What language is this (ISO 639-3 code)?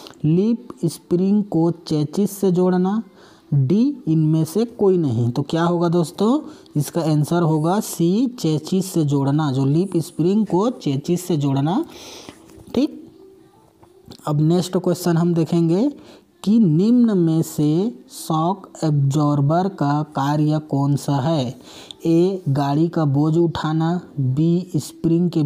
hin